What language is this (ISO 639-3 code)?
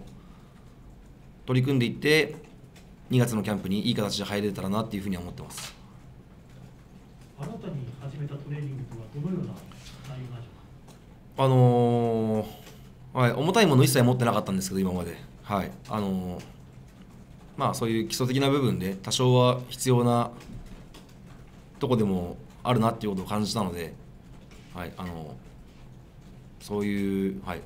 jpn